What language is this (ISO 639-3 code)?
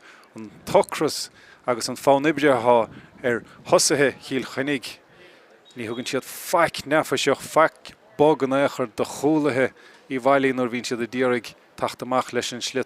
gle